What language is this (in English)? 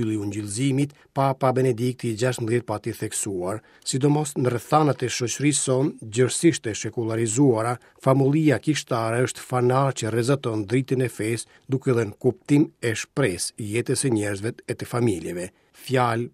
Albanian